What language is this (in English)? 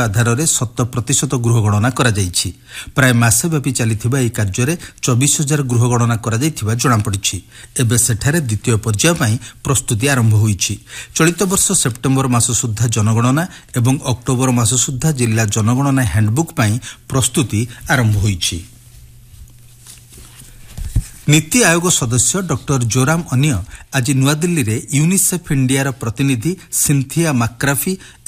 Odia